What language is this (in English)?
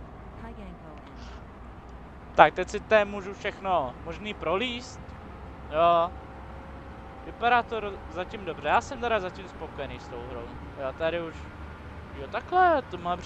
Czech